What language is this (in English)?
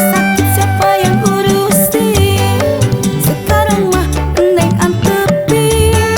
Betawi